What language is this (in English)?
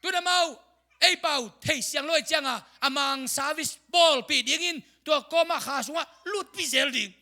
Tedim Chin